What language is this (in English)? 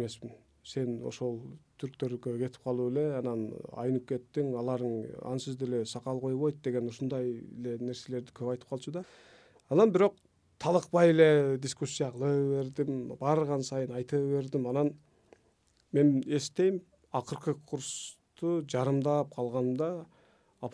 Kyrgyz